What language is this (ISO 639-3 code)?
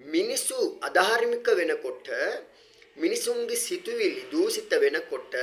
sin